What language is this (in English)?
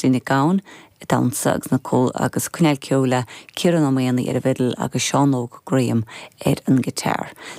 Irish